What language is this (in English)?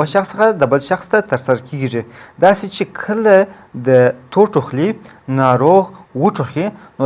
Pashto